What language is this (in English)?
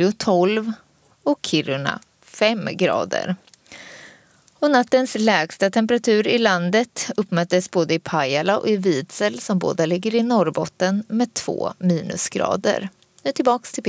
Swedish